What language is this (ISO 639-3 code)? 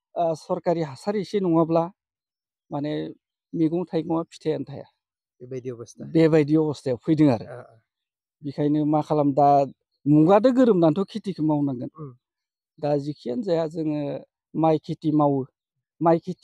brx